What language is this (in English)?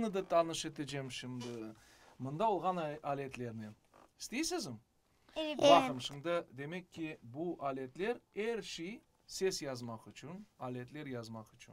Crimean Tatar